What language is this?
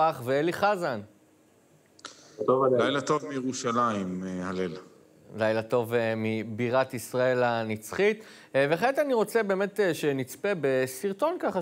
Hebrew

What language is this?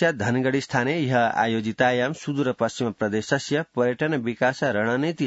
Sanskrit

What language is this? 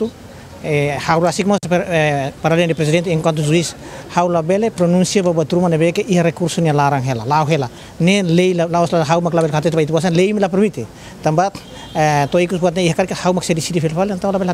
Tetum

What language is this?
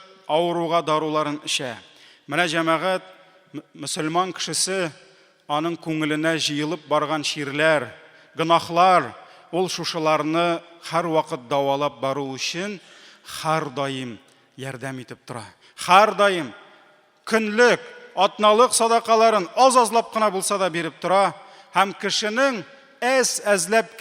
Tatar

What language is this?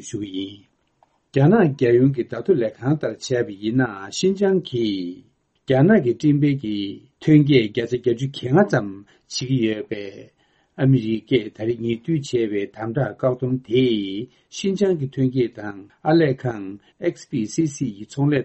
Tibetan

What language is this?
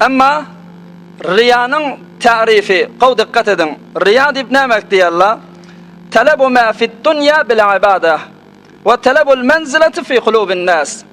Turkmen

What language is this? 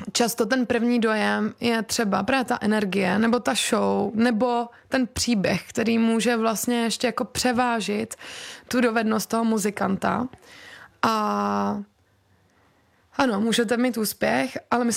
Czech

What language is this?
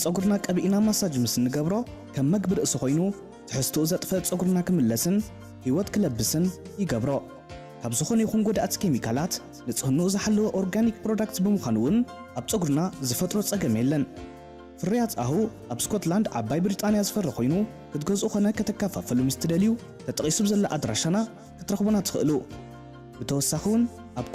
Tigrinya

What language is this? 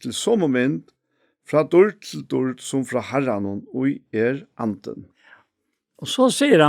Faroese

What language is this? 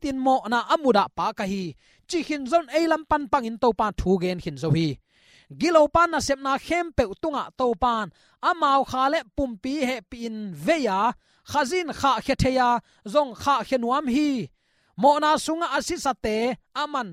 Tedim Chin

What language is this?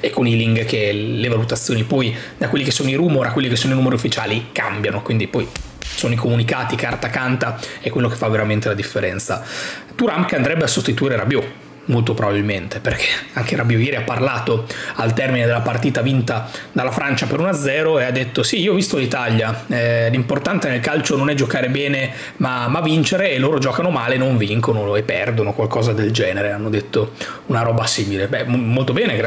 Italian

